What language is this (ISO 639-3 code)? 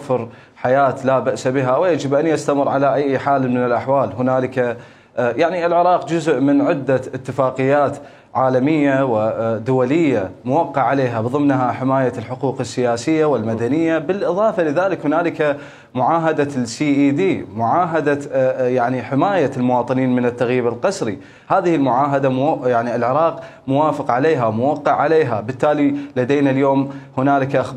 acm